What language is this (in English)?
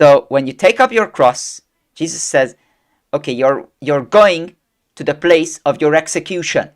English